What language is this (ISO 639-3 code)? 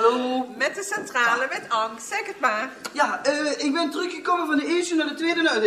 lim